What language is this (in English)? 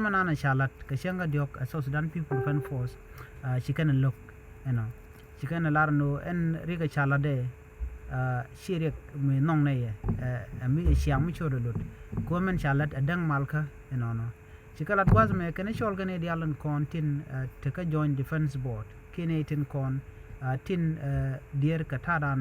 Nuer